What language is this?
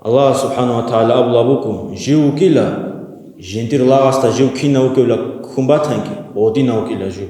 Avaric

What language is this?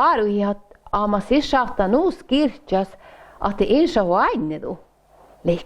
Northern Sami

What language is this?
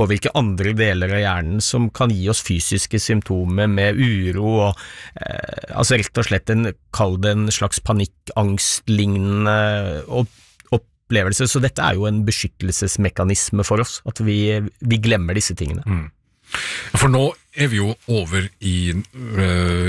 Norwegian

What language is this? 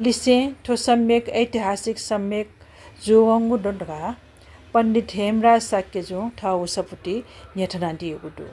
Newari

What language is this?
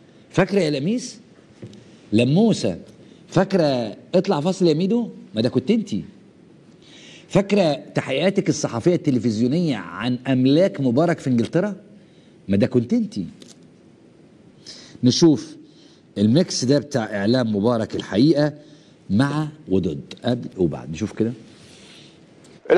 Egyptian Arabic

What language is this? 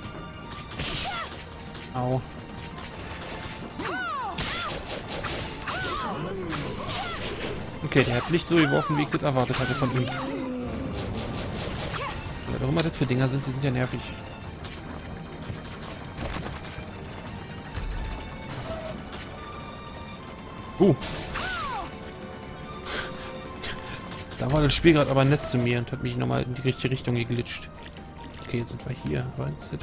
German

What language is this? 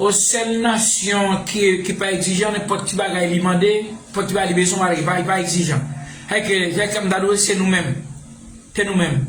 Haitian Creole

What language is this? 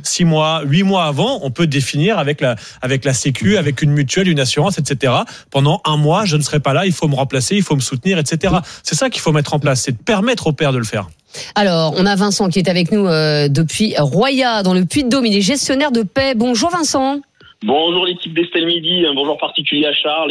French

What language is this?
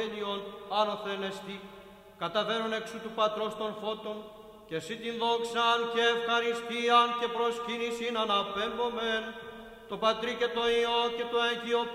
Greek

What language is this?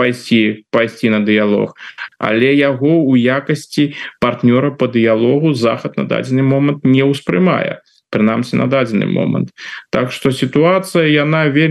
Belarusian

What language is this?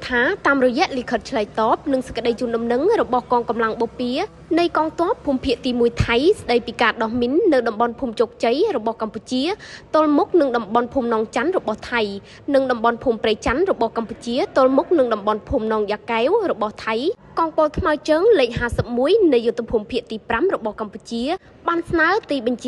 Khmer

